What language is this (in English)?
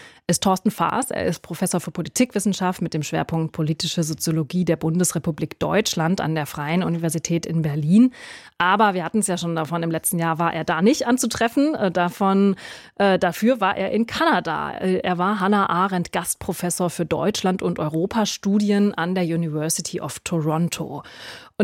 German